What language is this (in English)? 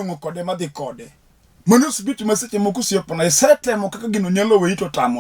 Luo (Kenya and Tanzania)